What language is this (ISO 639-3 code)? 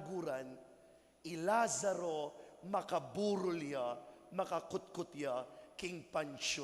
pam